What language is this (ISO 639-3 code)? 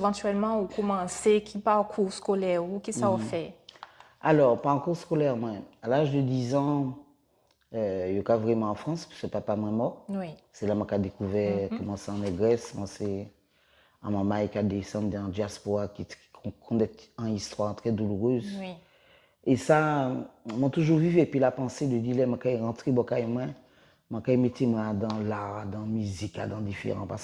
gcf